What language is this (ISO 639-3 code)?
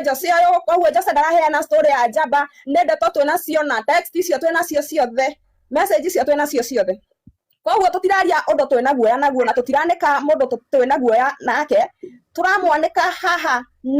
kik